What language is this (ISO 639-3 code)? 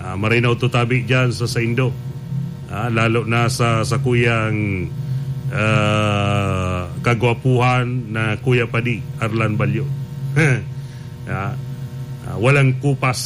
bik